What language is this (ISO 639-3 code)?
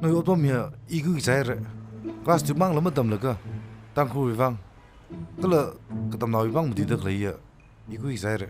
nmf